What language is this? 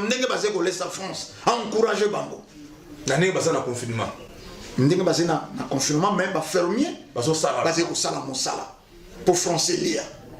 Lingala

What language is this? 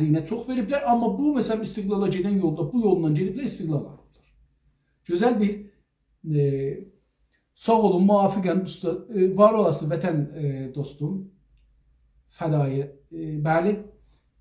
South Azerbaijani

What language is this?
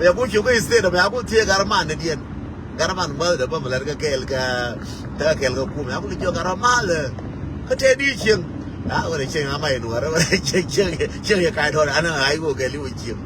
Nuer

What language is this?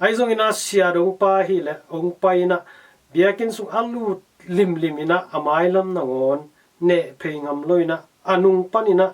Tedim Chin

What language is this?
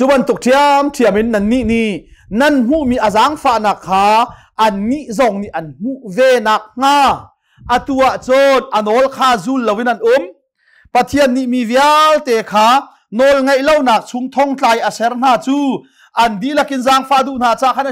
Hakha Chin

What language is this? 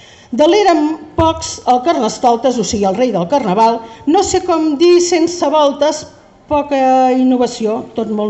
Catalan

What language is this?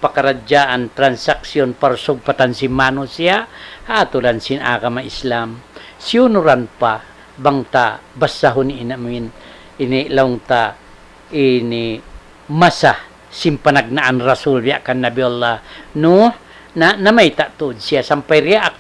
Tausug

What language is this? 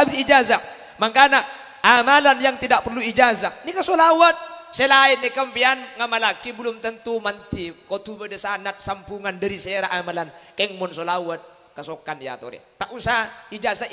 Madurese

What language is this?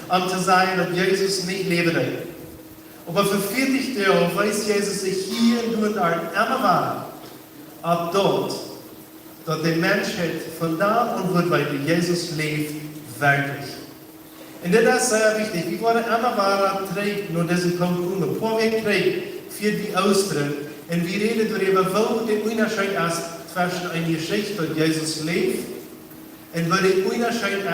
Plautdietsch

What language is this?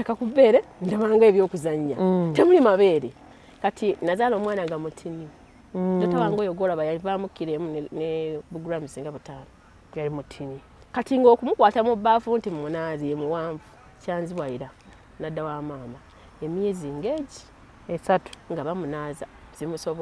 Ganda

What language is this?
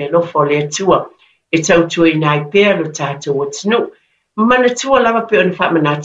Samoan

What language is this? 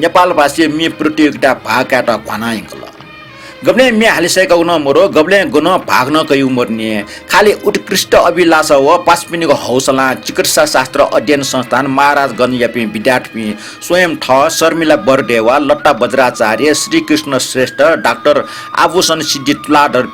Newari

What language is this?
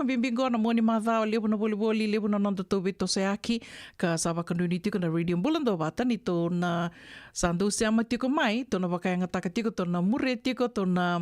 Fijian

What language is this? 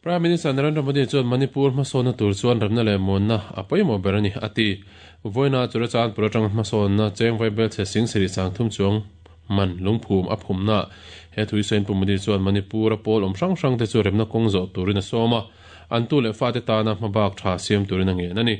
Mizo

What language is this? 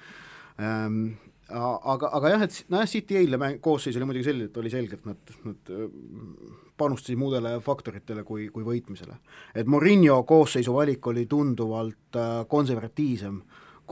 Estonian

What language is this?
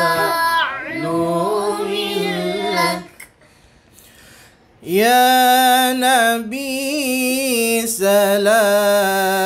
Malay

